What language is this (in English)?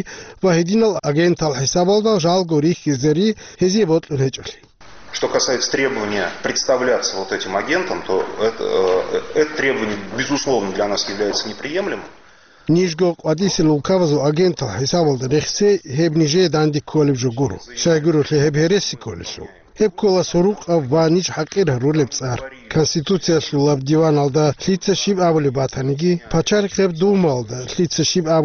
Avaric